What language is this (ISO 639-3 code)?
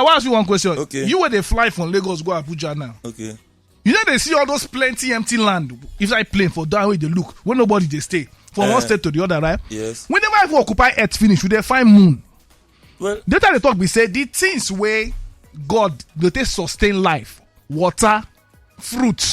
pcm